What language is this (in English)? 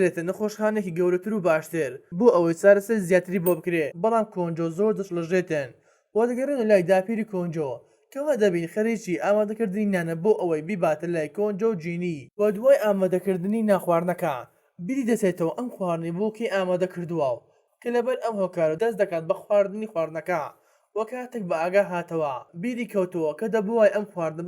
Central Kurdish